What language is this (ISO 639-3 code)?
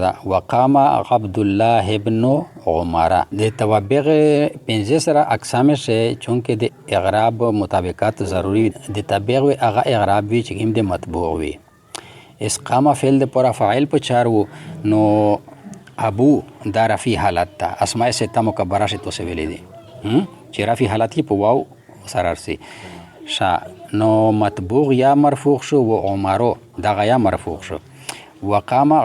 pus